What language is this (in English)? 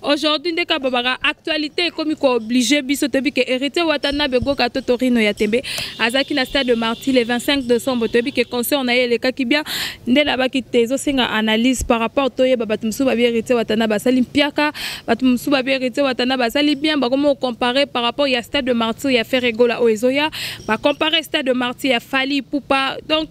Lingala